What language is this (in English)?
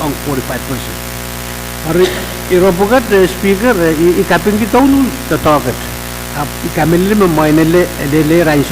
Pohnpeian